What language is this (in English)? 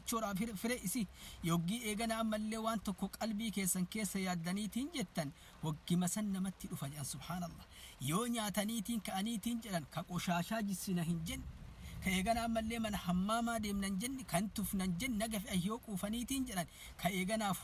Oromo